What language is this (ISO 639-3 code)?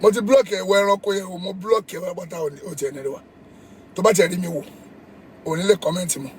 yor